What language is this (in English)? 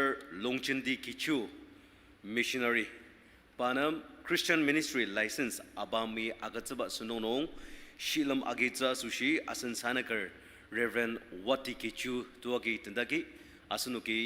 Ao Naga